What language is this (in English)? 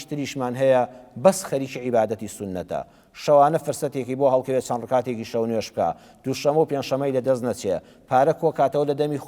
Central Kurdish